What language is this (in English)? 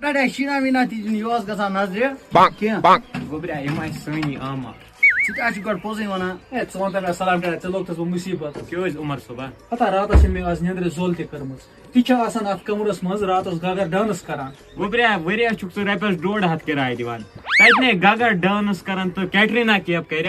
Kashmiri